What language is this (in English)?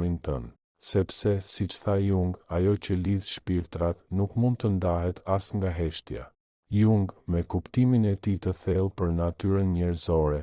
Albanian